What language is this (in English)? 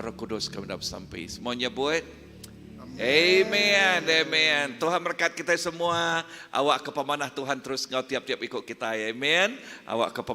Iban